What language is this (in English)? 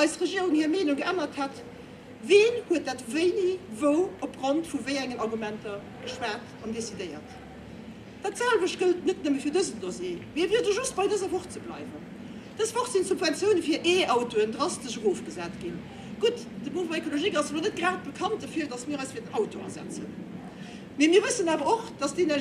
Luxembourgish